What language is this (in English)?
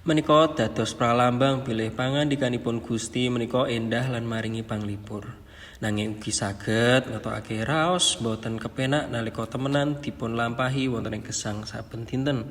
Javanese